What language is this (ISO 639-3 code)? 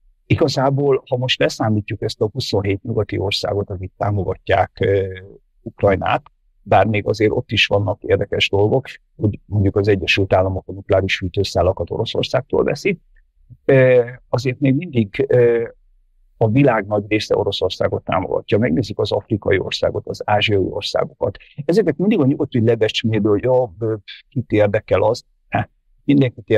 hun